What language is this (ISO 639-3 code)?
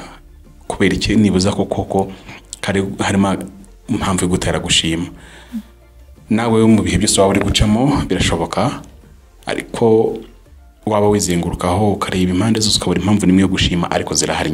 kin